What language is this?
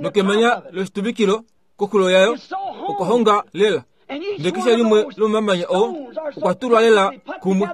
Kuanyama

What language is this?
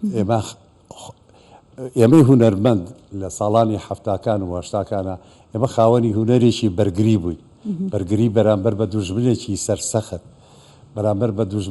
Central Kurdish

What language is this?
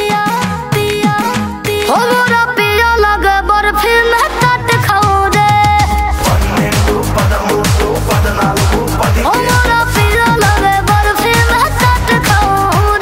Bhojpuri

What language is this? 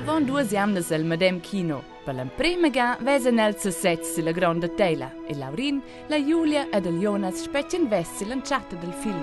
Romansh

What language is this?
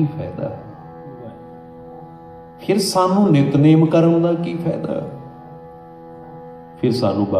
Punjabi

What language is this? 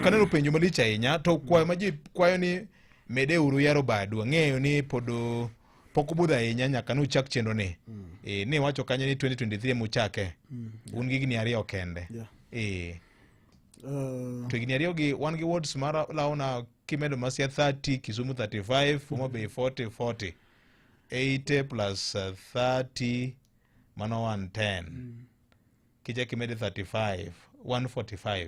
Luo (Kenya and Tanzania)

